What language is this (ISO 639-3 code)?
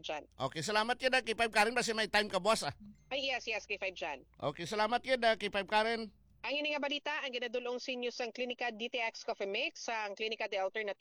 fil